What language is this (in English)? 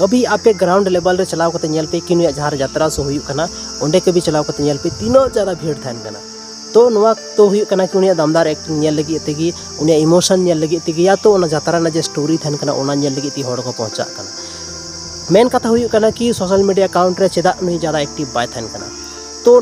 Santali